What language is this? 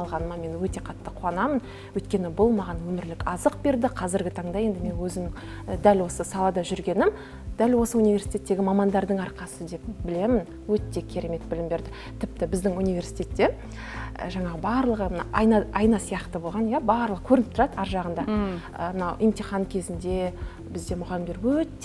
Kazakh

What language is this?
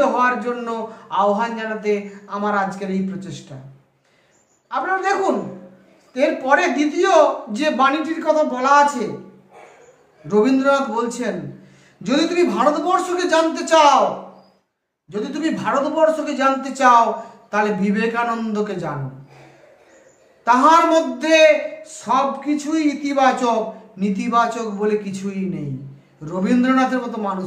Bangla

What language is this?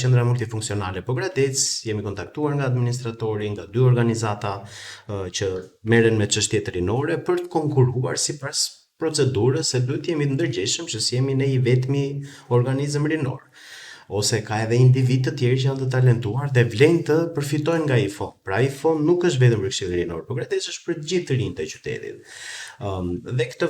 Albanian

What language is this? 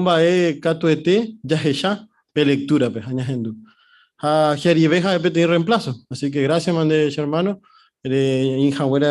Guarani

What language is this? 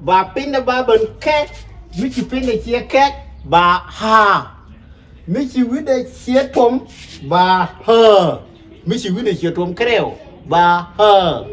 Nuer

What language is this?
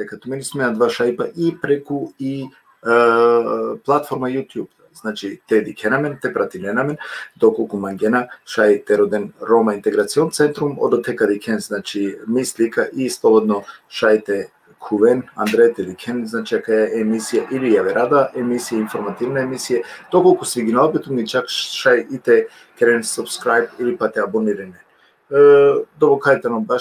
Balkan Romani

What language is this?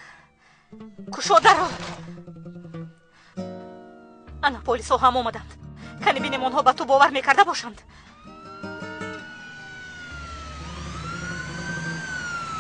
Persian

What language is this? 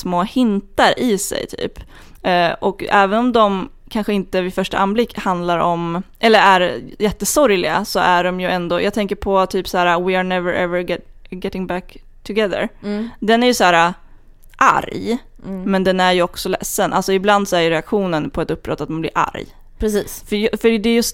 Swedish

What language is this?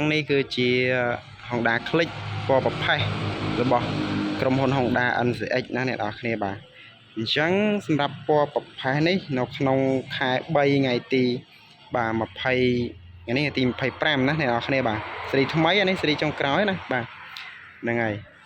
Khmer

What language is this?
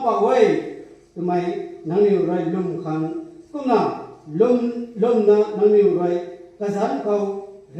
Rongmei Naga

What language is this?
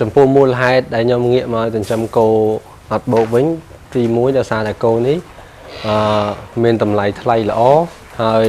Khmer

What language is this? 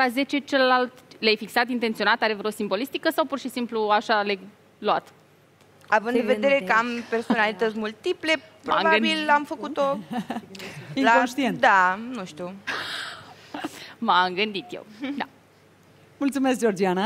Romanian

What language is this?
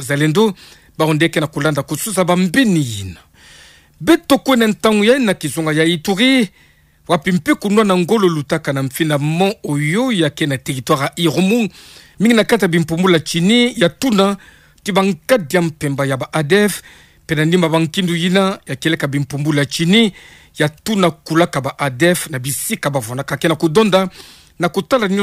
Kituba (Democratic Republic of Congo)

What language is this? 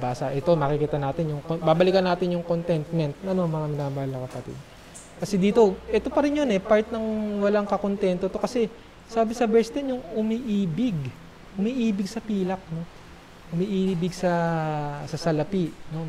Filipino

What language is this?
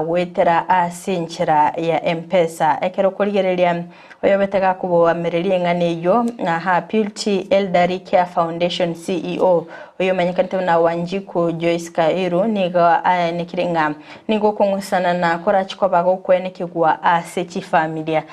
Gusii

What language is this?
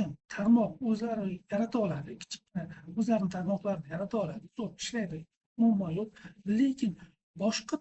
Uzbek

